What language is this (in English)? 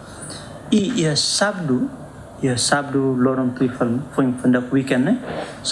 Tetum